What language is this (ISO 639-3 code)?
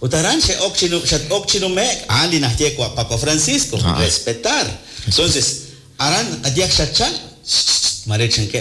kek